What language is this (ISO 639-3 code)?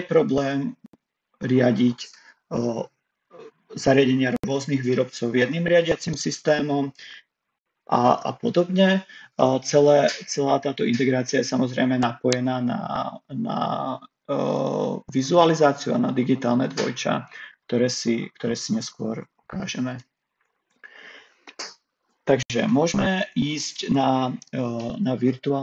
slk